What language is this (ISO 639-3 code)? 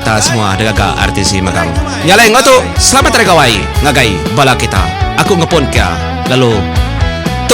iba